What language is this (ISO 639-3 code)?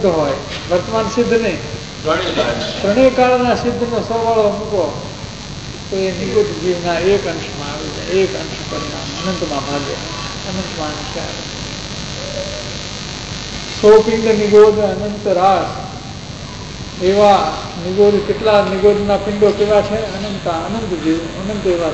guj